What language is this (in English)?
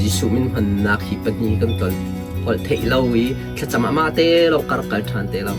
Hakha Chin